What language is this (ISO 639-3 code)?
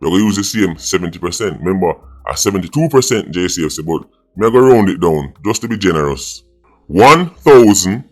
jam